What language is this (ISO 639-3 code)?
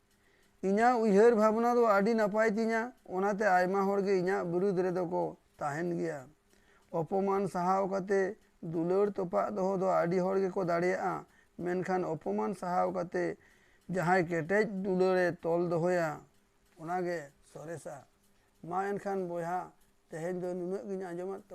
sat